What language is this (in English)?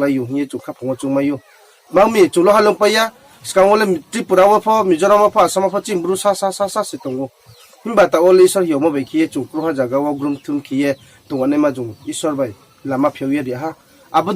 Riang (India)